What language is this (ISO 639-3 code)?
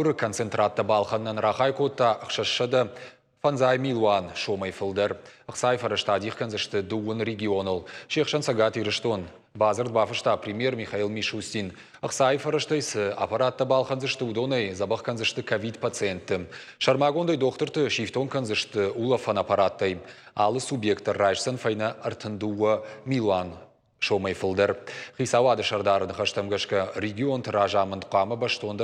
oss